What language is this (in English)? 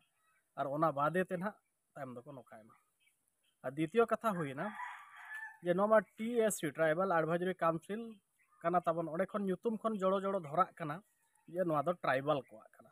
Santali